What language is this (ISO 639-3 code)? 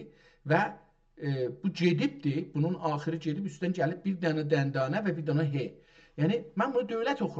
azb